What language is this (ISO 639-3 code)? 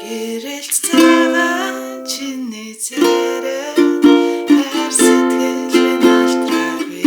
mon